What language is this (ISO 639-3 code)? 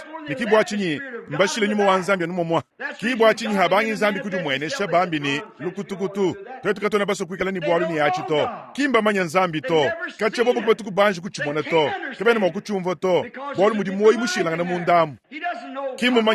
lua